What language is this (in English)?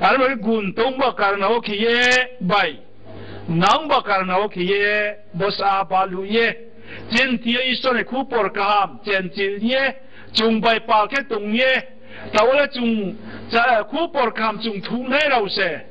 Riang (India)